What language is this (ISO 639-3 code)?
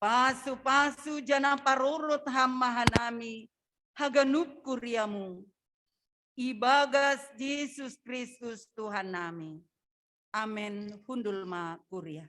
bts